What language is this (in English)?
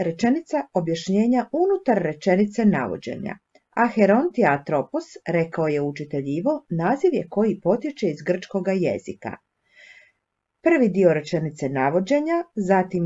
Croatian